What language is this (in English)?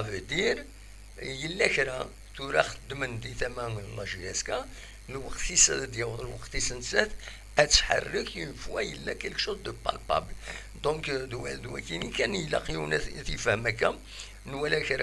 Kabyle